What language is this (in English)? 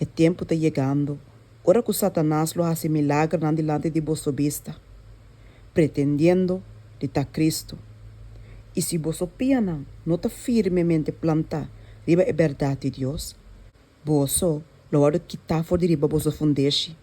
Papiamento